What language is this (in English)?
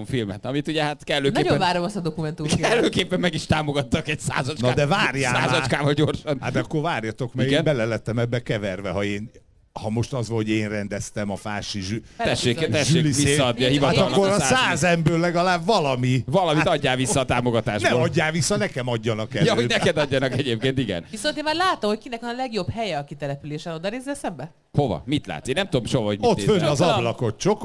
Hungarian